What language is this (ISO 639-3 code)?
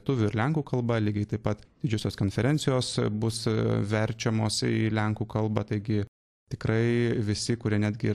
lit